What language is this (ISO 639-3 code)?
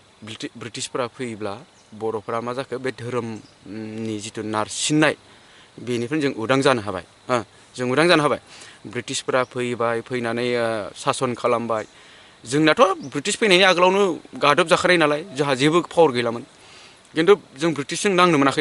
brx